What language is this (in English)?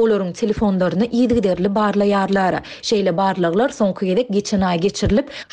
Turkmen